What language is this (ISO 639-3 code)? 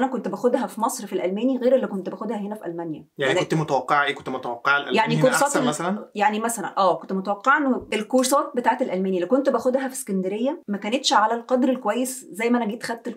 arz